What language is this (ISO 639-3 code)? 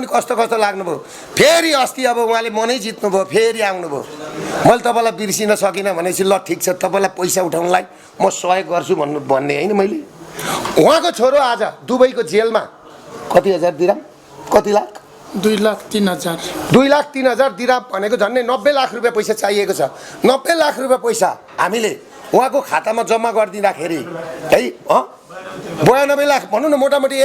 nep